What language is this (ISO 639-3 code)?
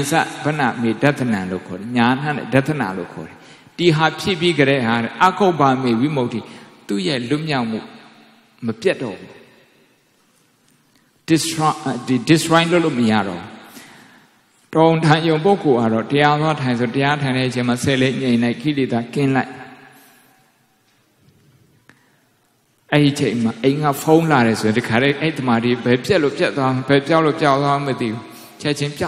mya